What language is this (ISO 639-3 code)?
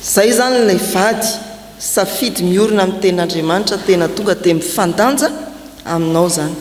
mlg